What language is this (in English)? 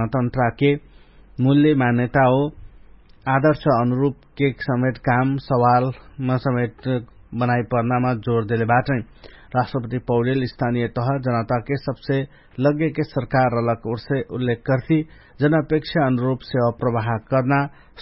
Dangaura Tharu